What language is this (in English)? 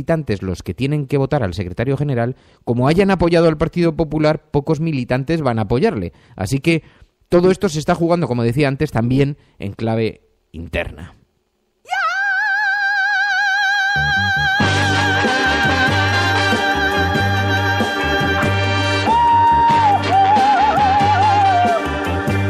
Spanish